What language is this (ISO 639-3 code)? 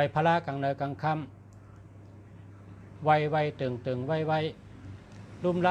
shn